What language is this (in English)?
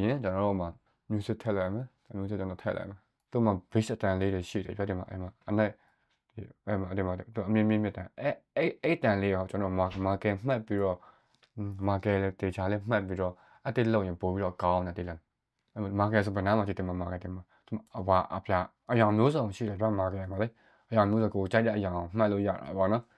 Burmese